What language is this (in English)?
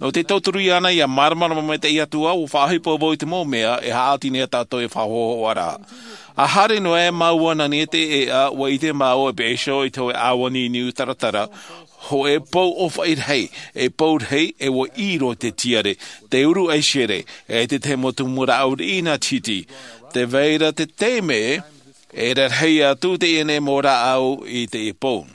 Tahitian